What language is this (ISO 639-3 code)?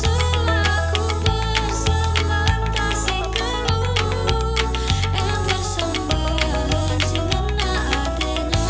btx